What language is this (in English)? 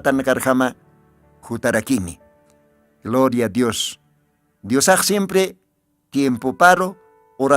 Aymara